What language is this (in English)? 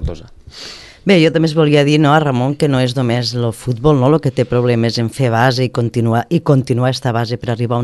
Catalan